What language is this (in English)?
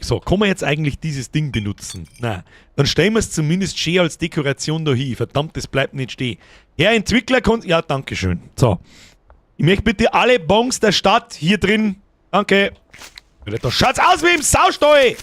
Bavarian